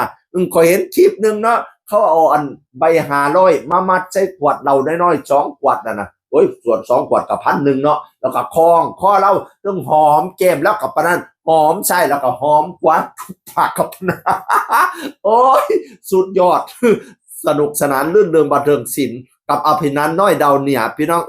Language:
Northeastern Thai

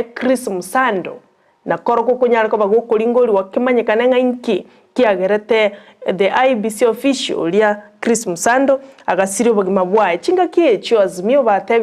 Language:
Gusii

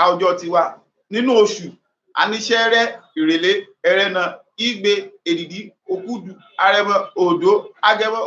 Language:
Yoruba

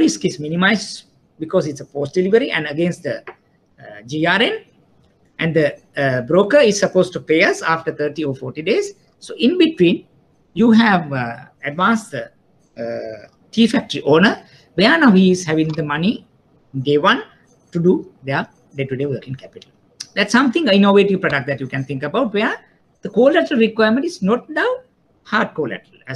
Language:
English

